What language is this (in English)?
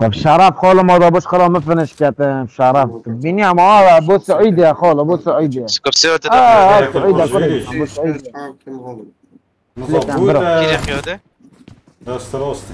Kurdish